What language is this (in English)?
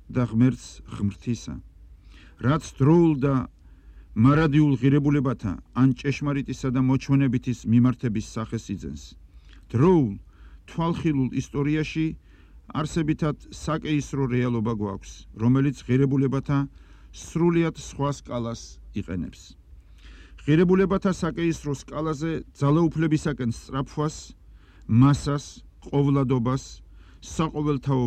Georgian